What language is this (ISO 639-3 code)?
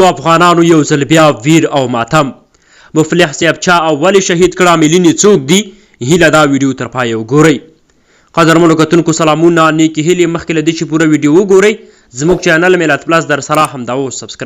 pus